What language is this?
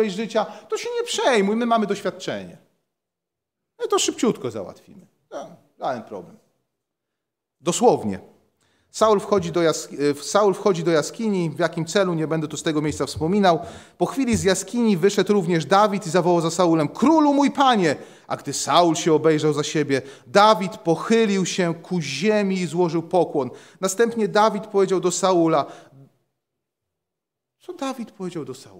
Polish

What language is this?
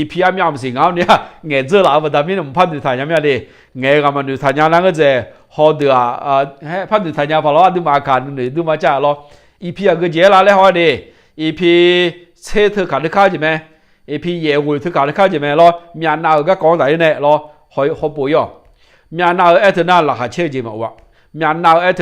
Akha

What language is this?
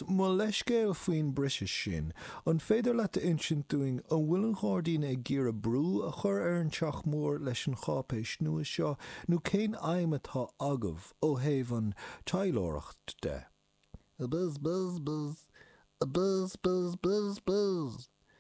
Irish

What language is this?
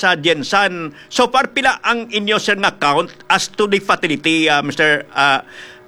Hiligaynon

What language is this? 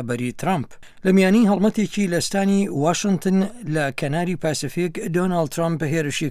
Central Kurdish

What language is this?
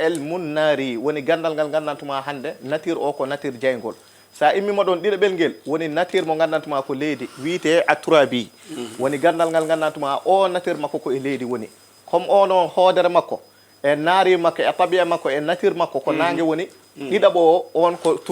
Fula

